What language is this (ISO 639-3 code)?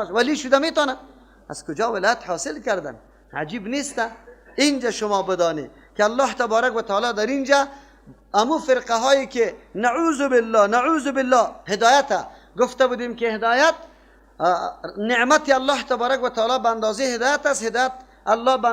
fas